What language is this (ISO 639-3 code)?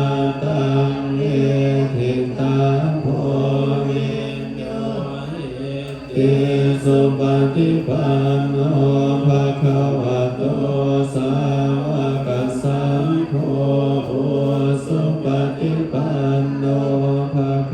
pli